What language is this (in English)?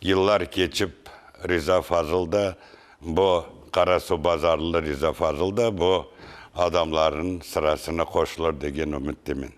Crimean Tatar